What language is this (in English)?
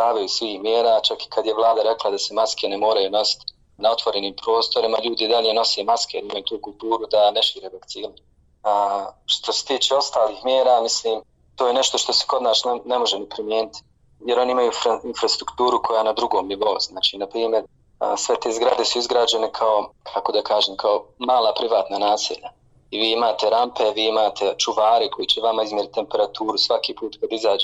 Bosnian